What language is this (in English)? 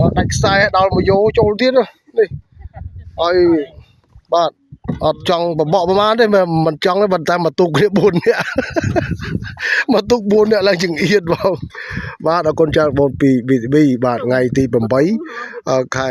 Khmer